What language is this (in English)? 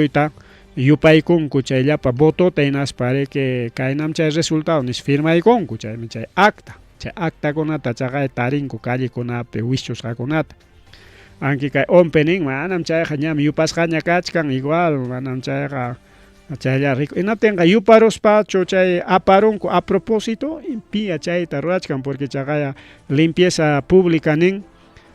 Ayacucho Quechua